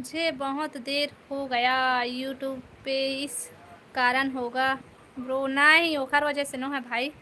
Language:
Chhattisgarhi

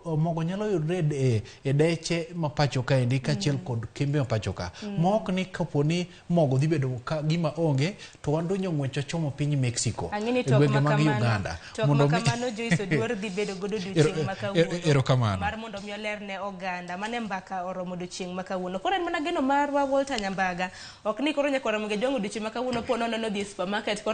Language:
Luo (Kenya and Tanzania)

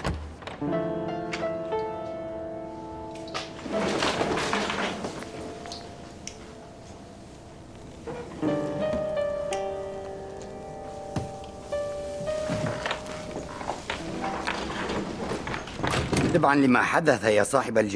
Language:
Arabic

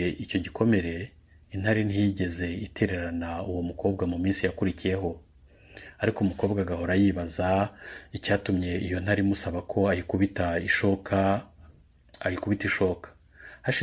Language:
Kinyarwanda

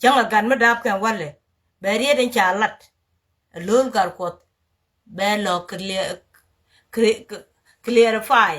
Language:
Nuer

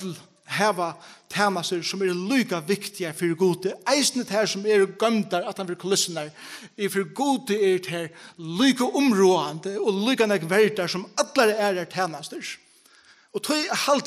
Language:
Faroese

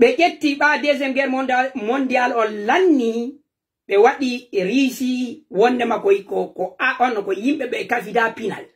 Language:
Fula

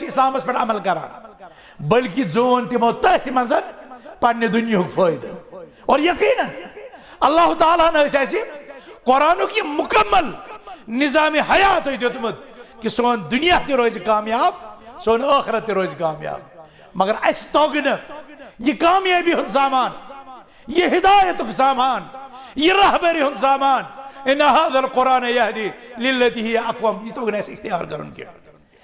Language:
Kashmiri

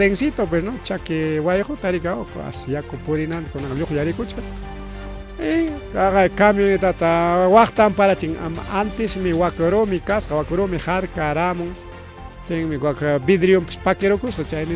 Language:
Ayacucho Quechua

